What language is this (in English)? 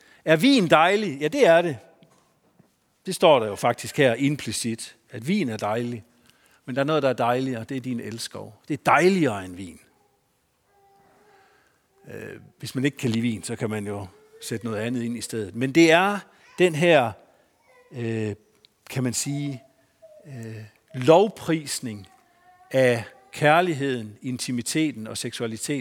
Danish